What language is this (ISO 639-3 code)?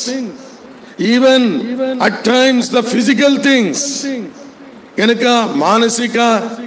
tel